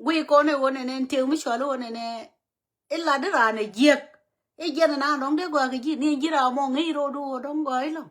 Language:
Nuer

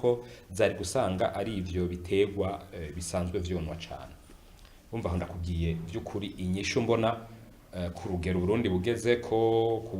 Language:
Rundi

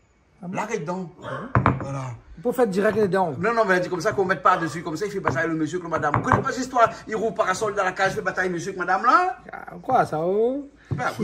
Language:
Réunion Creole French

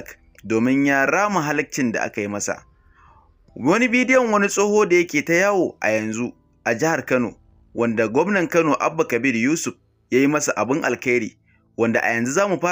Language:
Hausa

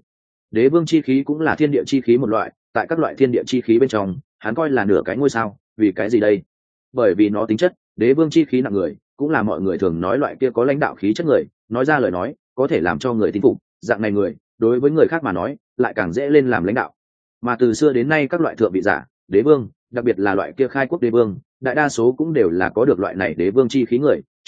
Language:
Vietnamese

